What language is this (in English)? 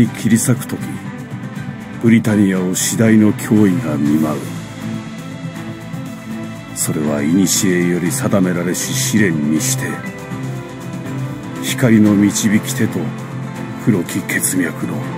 Japanese